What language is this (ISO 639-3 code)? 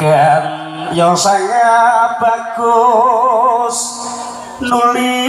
jav